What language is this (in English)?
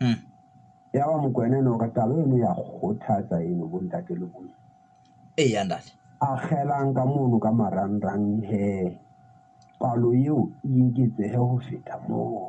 Southern Sotho